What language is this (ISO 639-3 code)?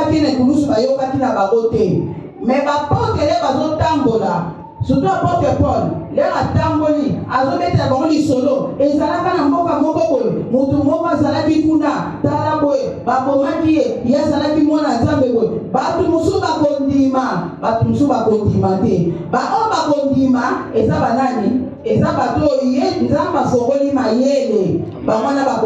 lin